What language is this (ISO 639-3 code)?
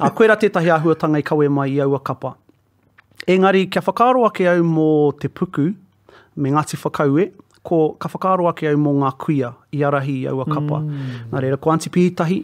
mri